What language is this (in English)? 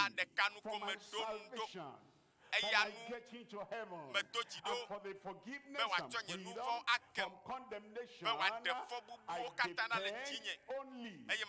Ewe